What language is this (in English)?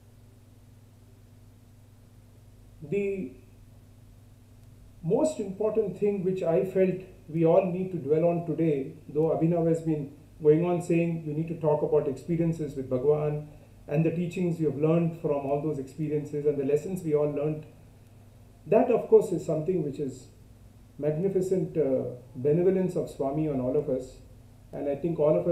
English